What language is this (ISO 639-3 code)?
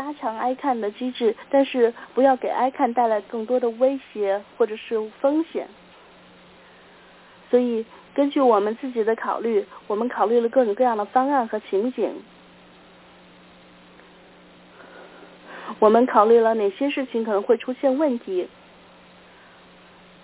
zho